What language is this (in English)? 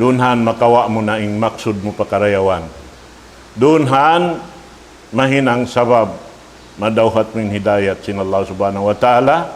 Tausug